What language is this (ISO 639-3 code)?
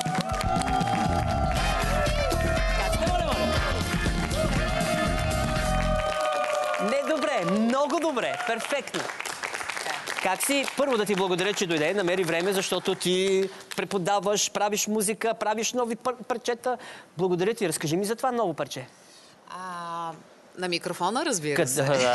bul